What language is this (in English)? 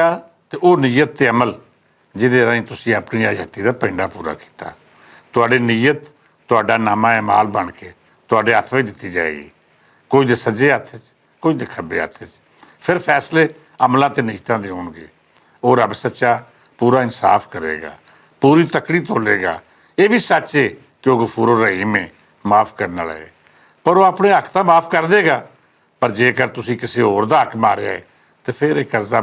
Western Panjabi